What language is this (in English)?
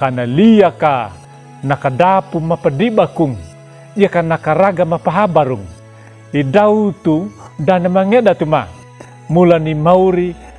Anakalangu